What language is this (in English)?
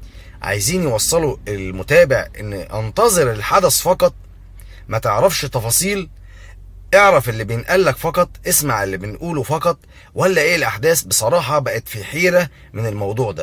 Egyptian Arabic